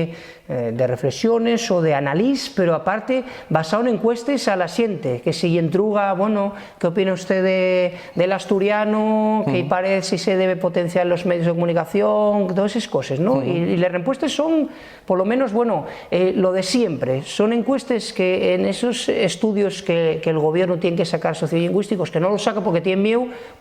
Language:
Asturian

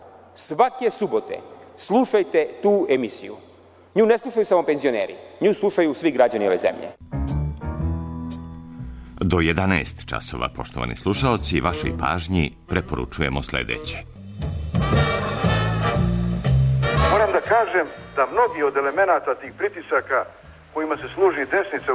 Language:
Serbian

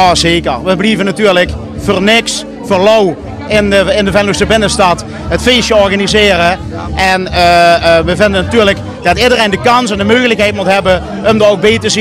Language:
Limburgish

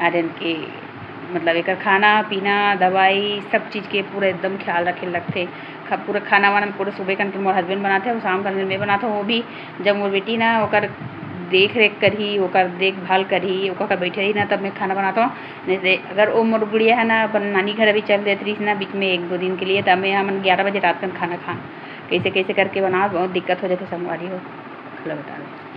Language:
Chhattisgarhi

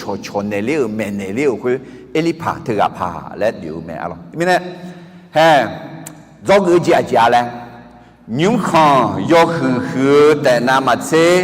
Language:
Akha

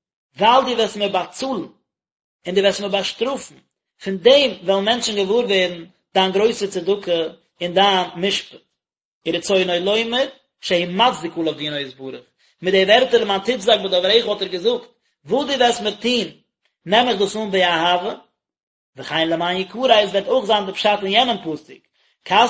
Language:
Yiddish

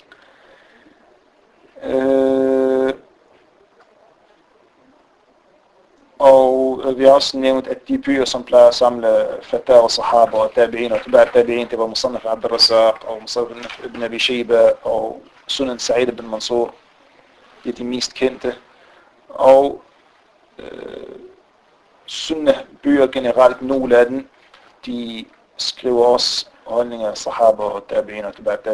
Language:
Danish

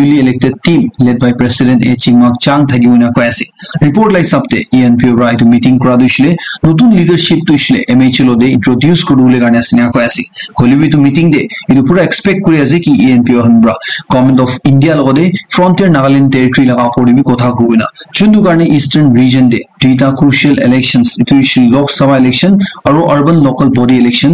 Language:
Naga Pidgin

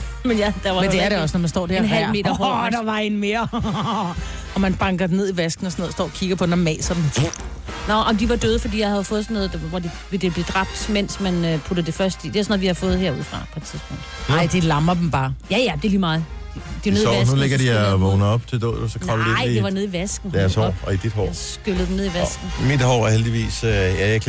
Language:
Danish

